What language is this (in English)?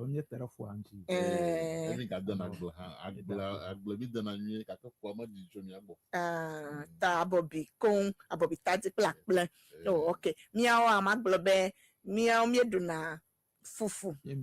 Ewe